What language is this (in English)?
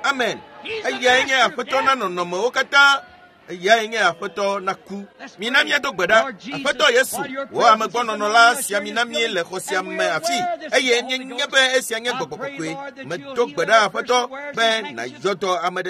Ewe